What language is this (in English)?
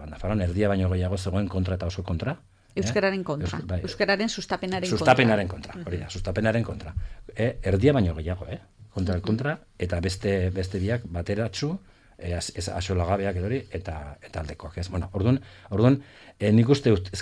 Basque